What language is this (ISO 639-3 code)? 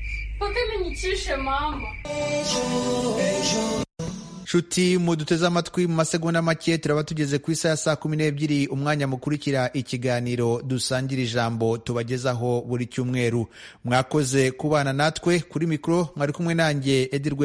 kin